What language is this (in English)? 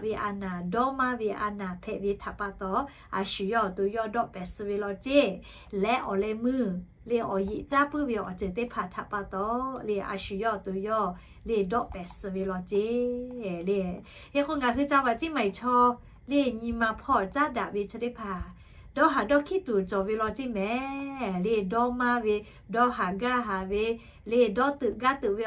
Lahu